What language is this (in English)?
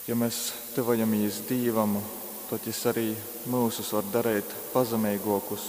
Latgalian